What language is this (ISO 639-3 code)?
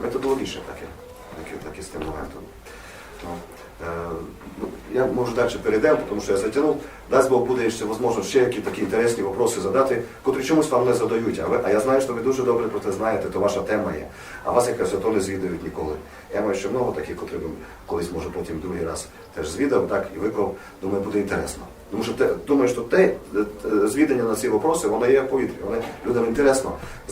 rue